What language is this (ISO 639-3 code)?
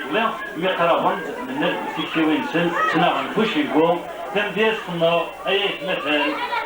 kab